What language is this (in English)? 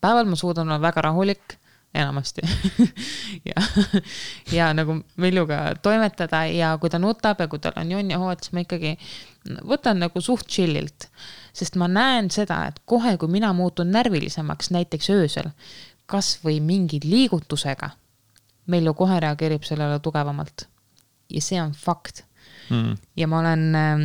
Estonian